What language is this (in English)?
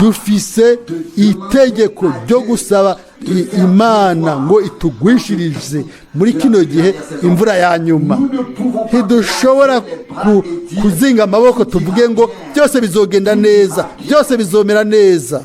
Rundi